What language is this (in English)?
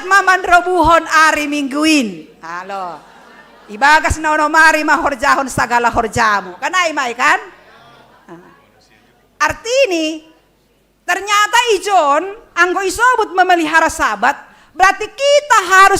Batak Simalungun